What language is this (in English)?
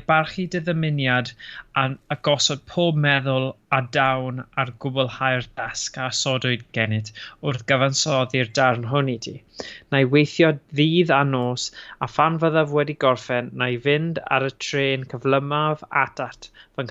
Welsh